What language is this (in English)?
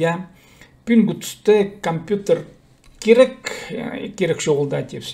Khakas